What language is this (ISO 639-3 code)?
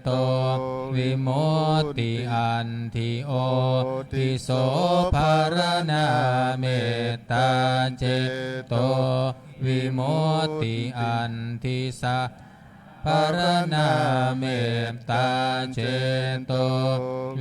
pli